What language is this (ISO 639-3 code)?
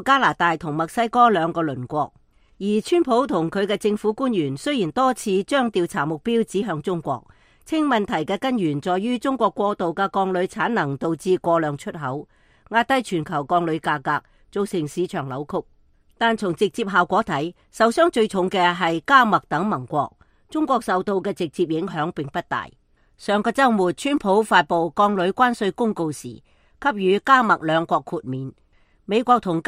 yue